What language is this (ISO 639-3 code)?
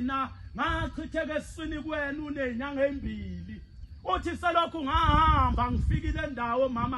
zul